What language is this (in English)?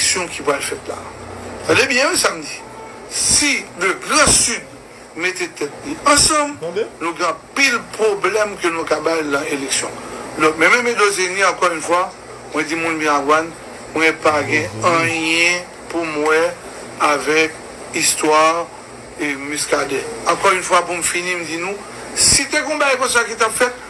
Haitian Creole